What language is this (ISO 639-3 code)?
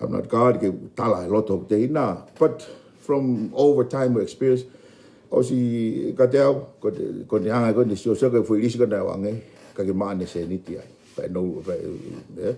ton